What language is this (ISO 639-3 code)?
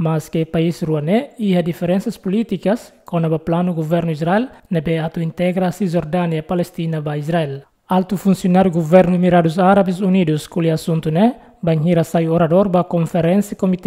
tet